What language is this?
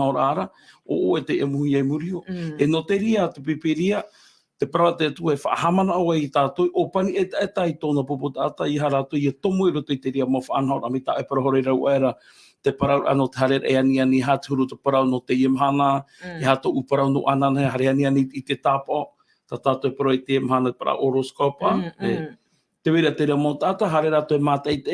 Tahitian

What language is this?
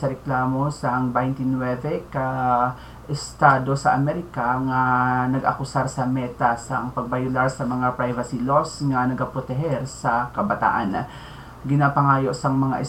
Hiligaynon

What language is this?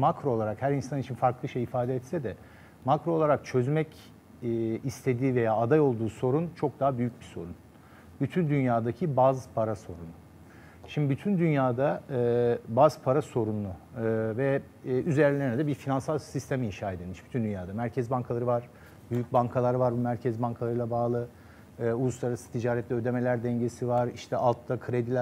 Turkish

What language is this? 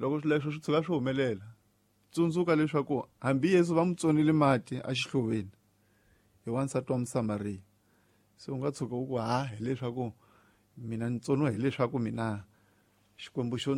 Tsonga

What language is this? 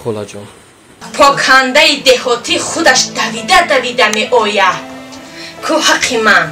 Tajik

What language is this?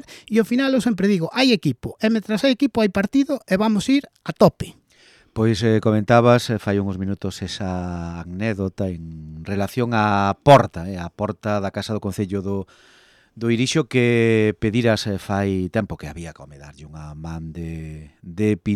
Galician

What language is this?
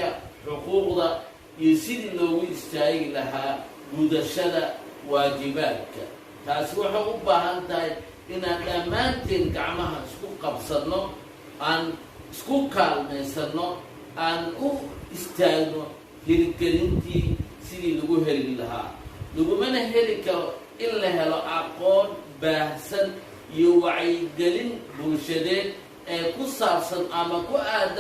Somali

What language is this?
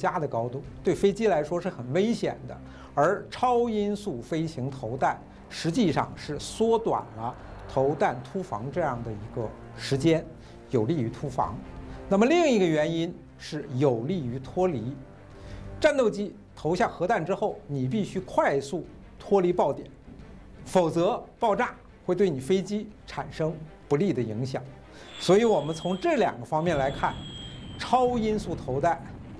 Chinese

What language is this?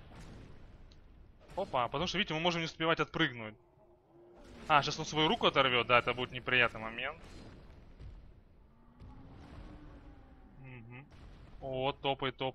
Russian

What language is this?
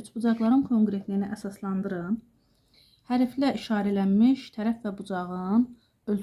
Azerbaijani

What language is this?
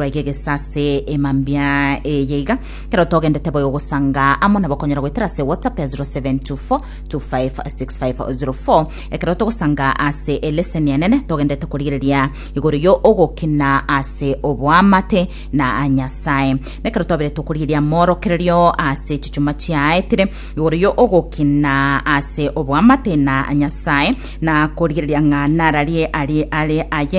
Gusii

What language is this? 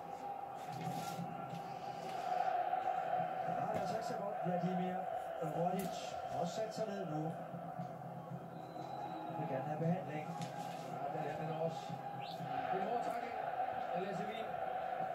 Danish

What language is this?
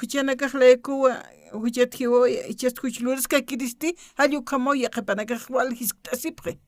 Aymara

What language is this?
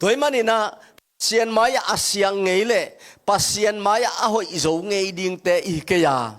Tedim Chin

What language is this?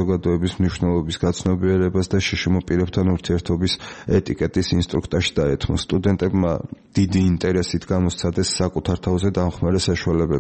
Georgian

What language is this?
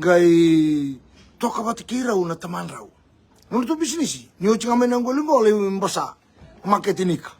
Fijian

